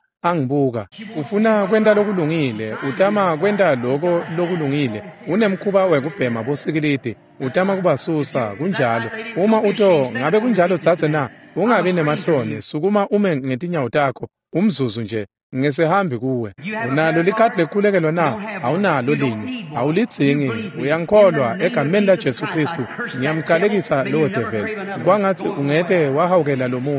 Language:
Swati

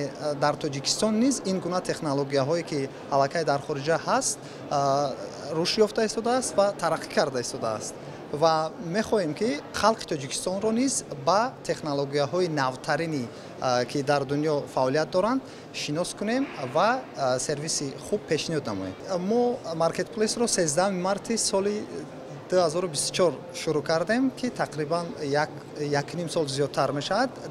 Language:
Tajik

